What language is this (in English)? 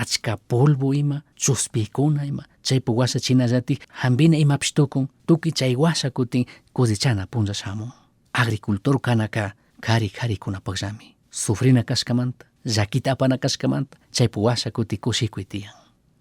Chimborazo Highland Quichua